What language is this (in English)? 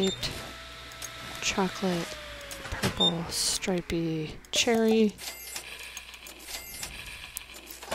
English